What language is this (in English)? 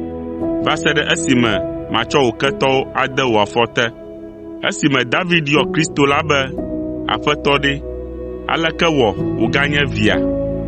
Ewe